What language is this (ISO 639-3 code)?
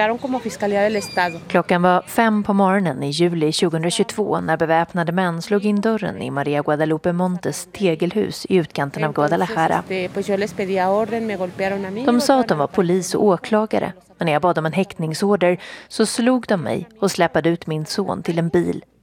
swe